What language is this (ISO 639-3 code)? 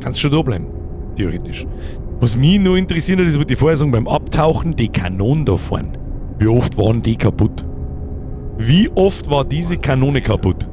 bar